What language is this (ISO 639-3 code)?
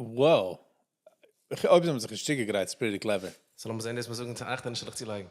yid